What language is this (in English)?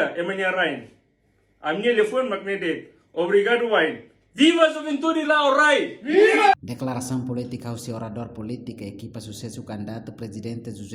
Tetum